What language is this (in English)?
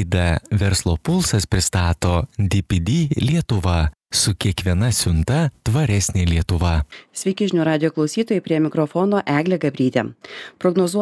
Lithuanian